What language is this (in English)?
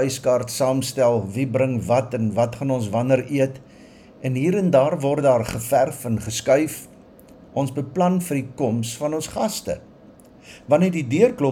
Afrikaans